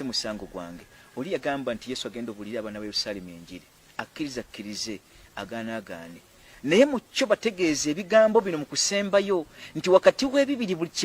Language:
Ganda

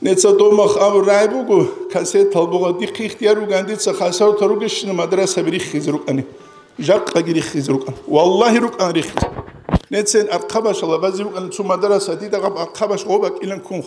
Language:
Avaric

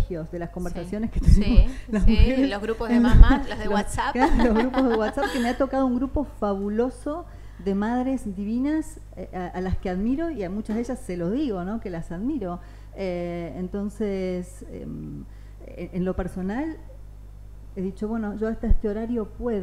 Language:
Spanish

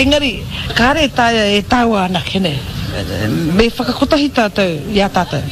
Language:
Māori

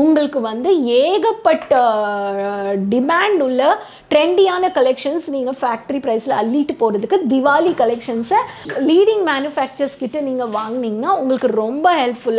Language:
Tamil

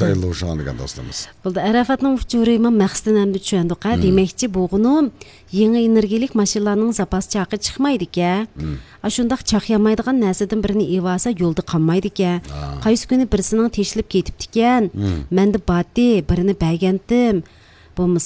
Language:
Uyghur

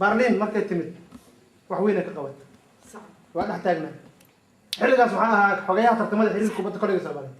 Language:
Somali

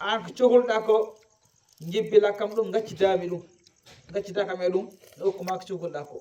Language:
Fula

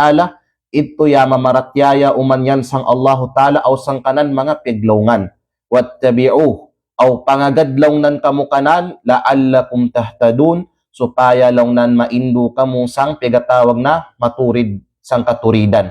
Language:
Kalagan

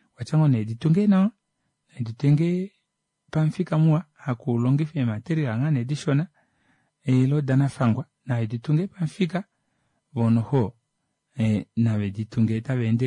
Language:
Kuanyama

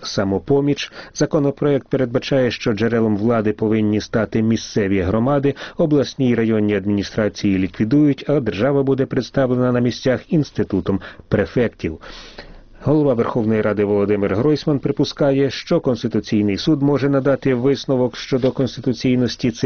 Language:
Ukrainian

